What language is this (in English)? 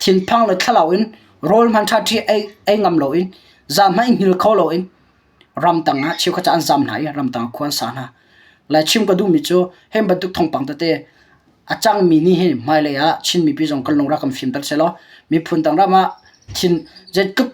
Hakha Chin